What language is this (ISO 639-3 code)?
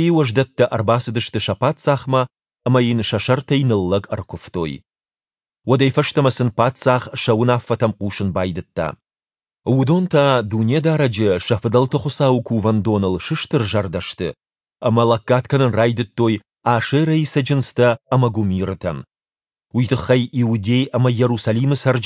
oss